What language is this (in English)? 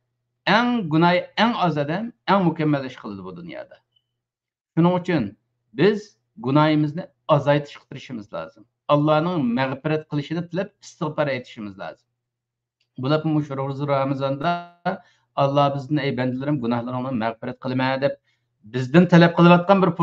Uyghur